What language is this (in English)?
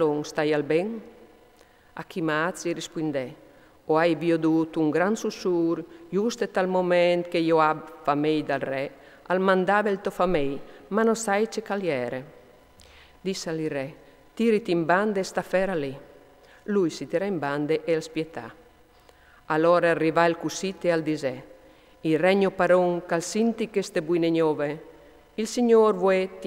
Friulian